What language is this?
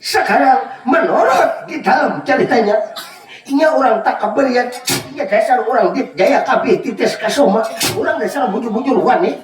Banjar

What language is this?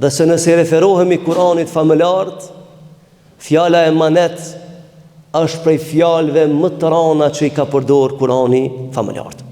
Albanian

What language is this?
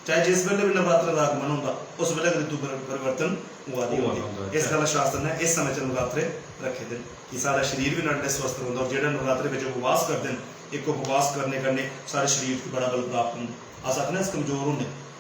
Dogri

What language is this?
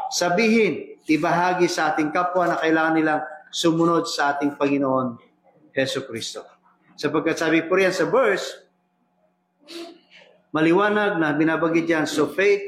Filipino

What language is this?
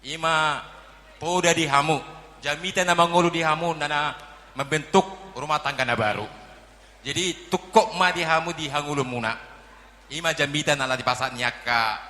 Batak Toba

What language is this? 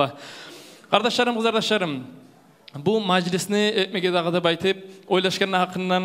Kumyk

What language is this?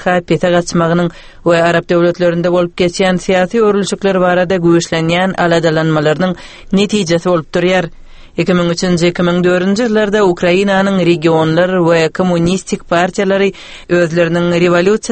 Turkmen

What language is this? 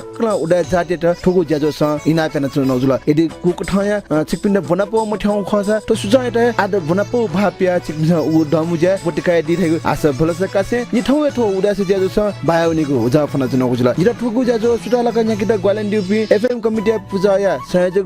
Newari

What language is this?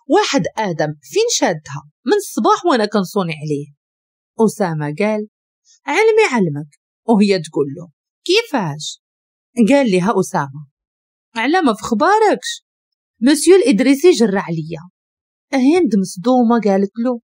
Moroccan Arabic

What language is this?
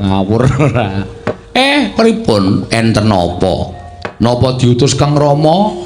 Javanese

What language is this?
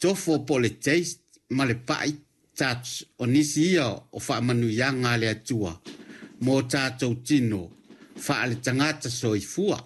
Samoan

